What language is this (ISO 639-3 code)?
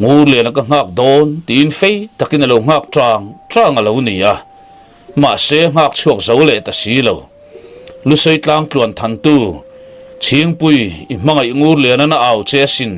lus